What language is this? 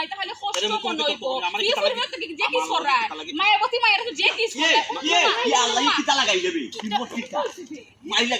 Sylheti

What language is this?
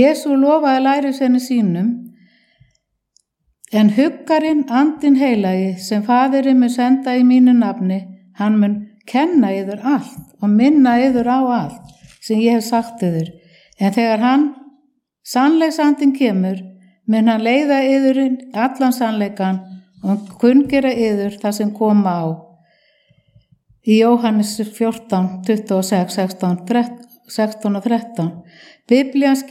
Icelandic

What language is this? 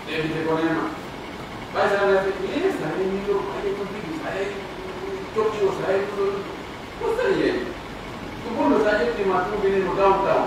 Pular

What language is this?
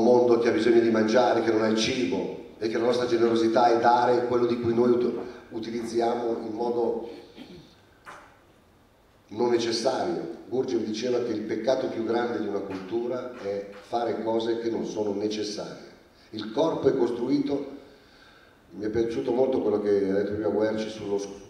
Italian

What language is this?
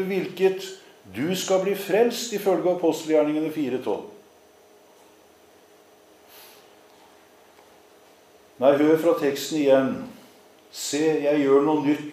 Norwegian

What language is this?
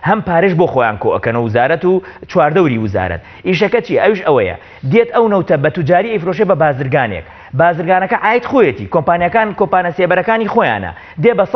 Central Kurdish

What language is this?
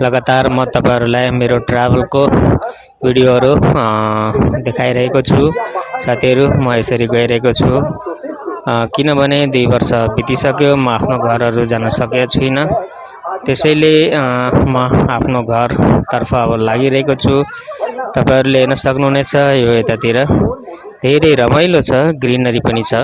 Nepali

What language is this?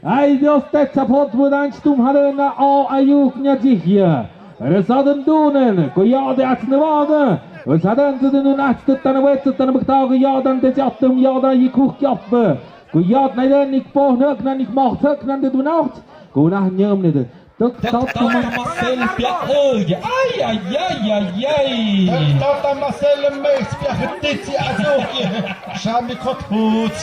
Tlahuitoltepec Mixe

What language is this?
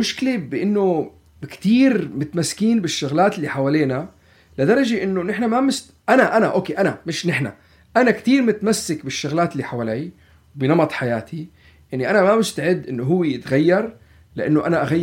North Levantine Arabic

